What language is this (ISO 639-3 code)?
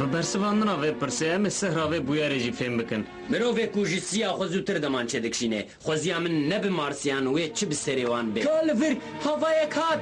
kur